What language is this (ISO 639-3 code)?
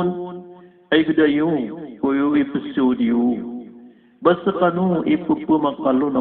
mrw